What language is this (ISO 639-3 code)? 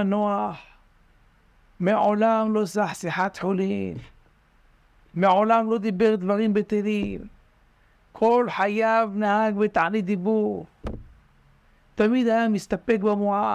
heb